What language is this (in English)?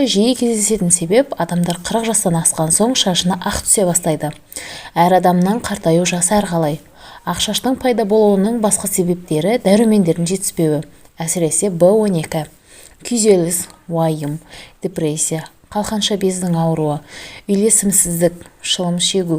Kazakh